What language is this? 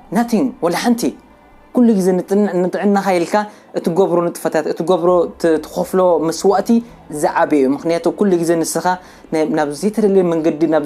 Tigrinya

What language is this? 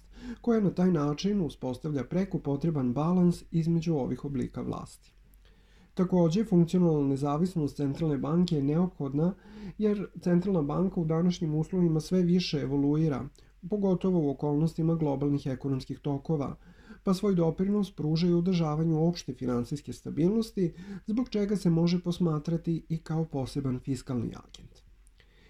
Serbian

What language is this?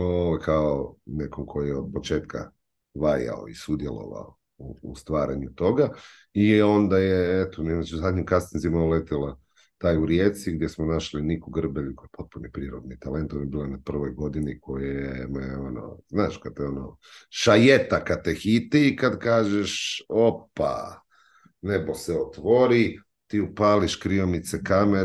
Croatian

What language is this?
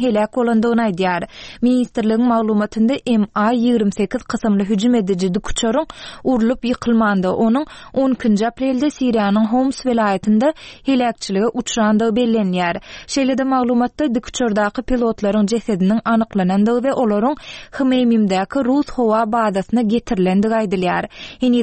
Turkmen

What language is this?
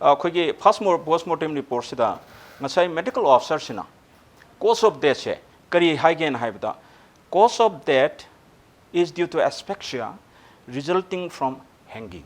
Manipuri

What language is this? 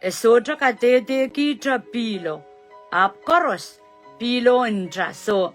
Pohnpeian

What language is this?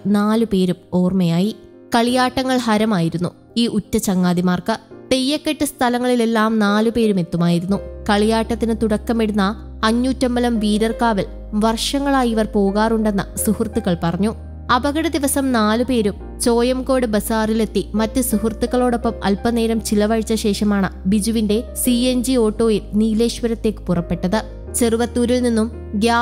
Malayalam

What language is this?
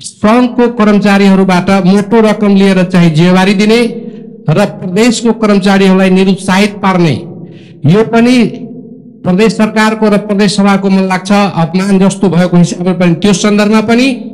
Nepali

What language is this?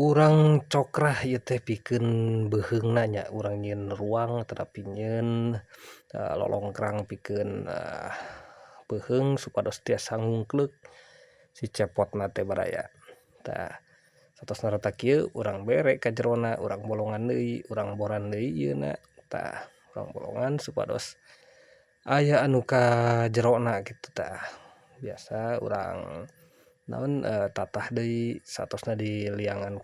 Sundanese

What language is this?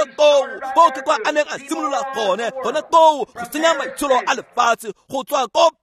Tswana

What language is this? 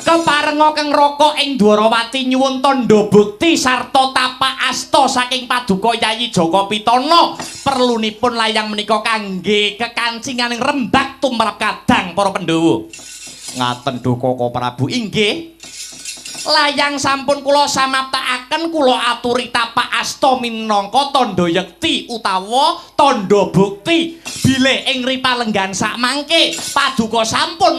Javanese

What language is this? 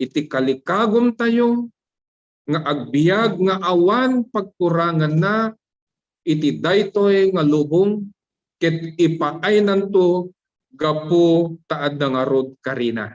Iloko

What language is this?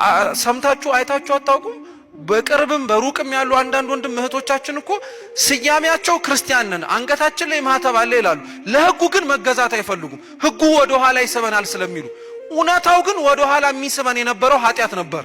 Amharic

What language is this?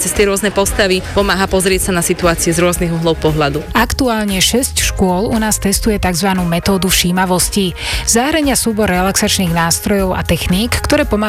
Slovak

